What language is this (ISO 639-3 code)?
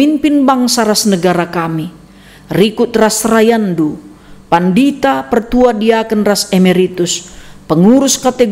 btx